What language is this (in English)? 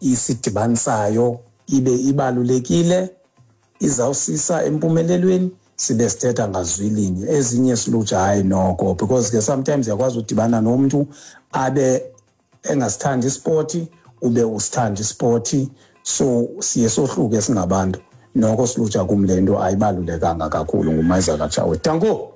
Xhosa